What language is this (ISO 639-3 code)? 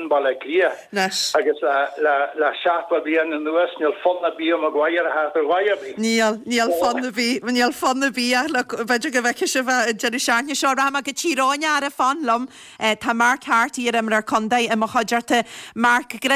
gle